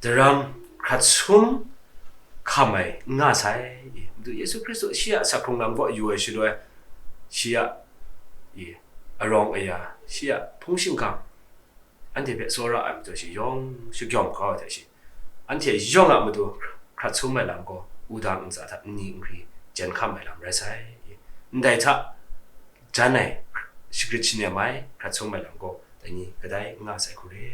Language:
Kachin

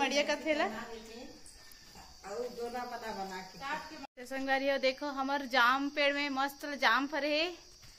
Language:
Chhattisgarhi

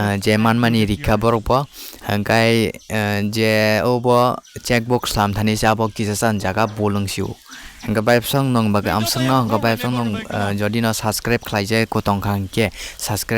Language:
Kok Borok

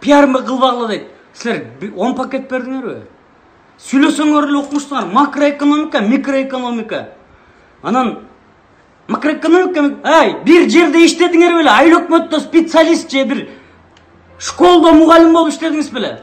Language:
Kyrgyz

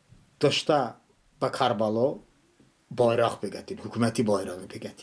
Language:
Talysh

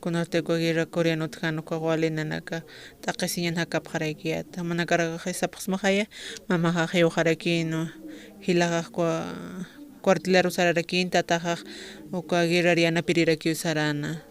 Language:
Aymara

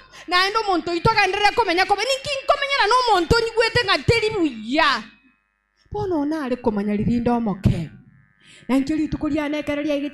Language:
Gusii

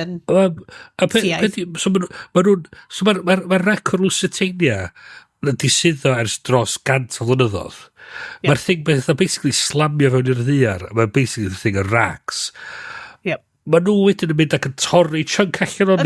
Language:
Welsh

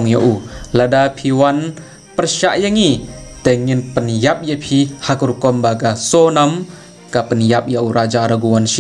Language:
Khasi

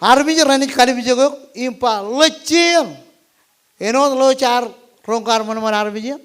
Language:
Marshallese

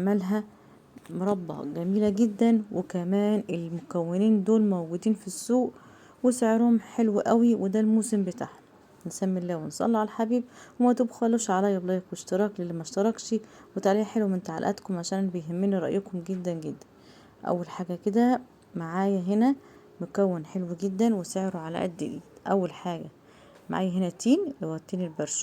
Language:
Egyptian Arabic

